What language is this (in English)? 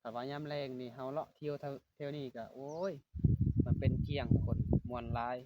Lao